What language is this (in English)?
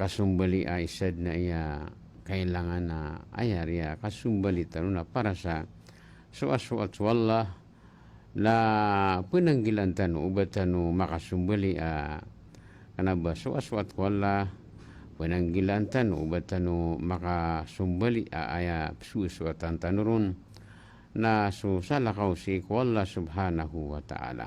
Maranao